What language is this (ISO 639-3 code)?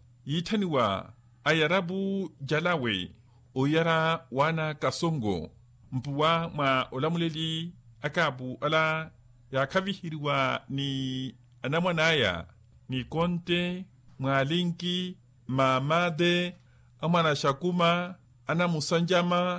vmw